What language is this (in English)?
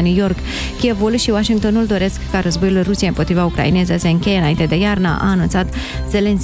Romanian